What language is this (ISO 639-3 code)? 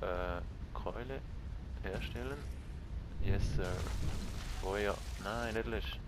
gsw